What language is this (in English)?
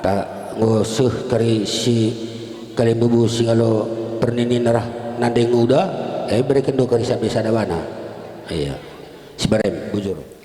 Batak Karo